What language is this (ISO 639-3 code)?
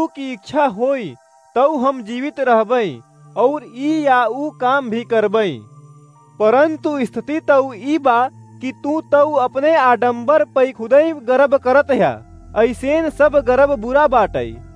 awa